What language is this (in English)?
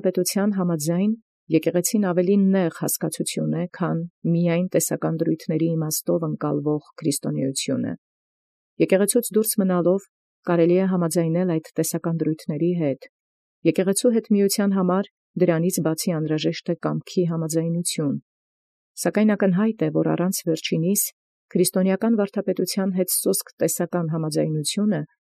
Armenian